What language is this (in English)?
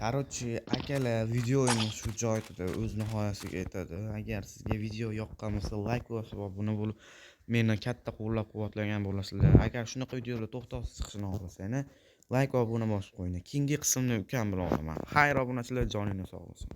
Uzbek